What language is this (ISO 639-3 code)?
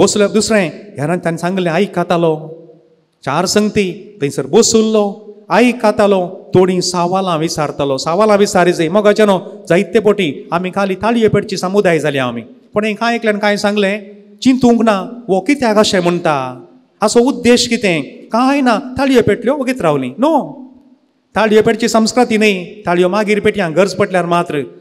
kok